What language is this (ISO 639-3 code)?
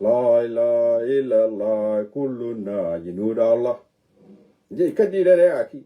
nus